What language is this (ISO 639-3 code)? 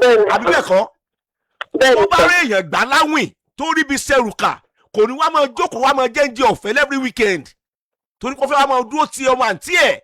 yor